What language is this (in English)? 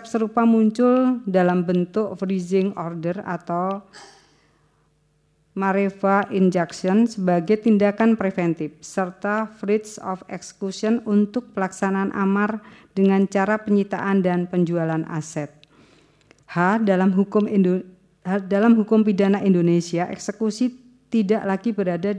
Indonesian